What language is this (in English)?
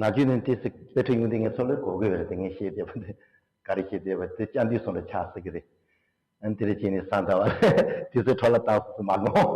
Tibetan